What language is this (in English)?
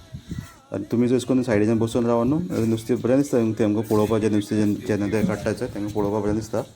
Konkani